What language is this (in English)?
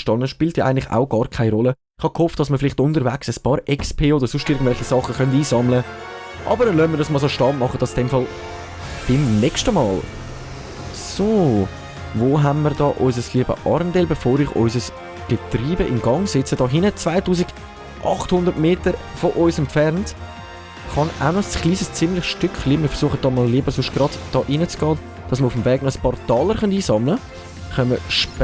Swiss German